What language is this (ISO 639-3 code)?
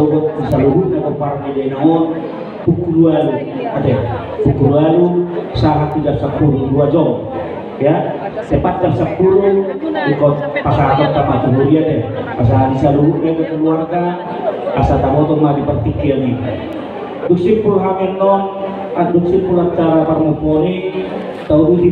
bbc